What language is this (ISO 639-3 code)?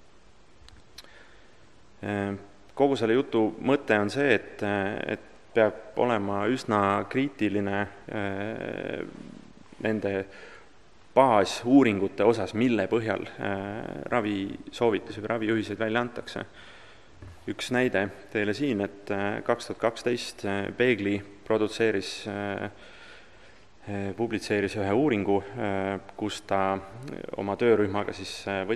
est